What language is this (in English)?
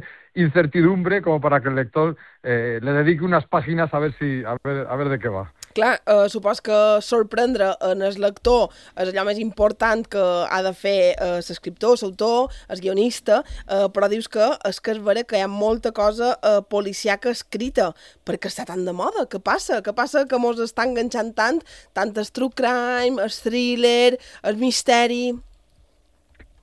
Catalan